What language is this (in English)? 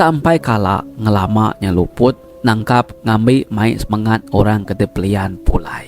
Iban